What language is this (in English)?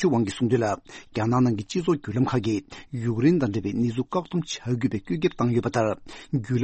Tibetan